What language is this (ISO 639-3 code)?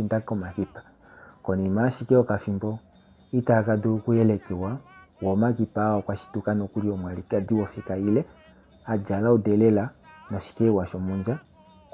kua